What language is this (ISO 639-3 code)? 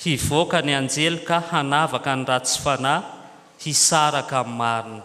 mlg